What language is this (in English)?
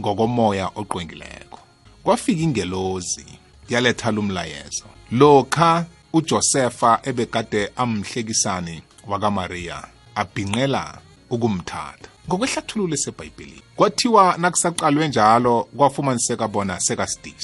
South Ndebele